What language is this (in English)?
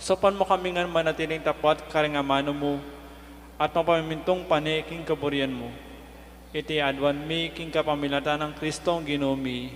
Pampanga